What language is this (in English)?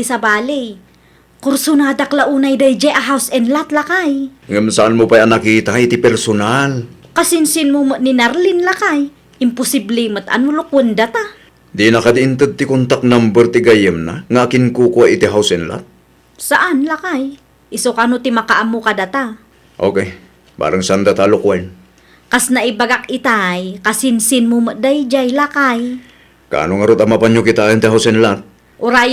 Iloko